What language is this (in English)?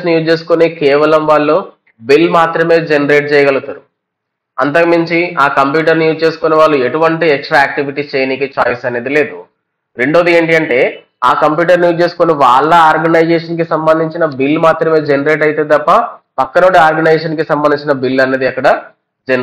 Telugu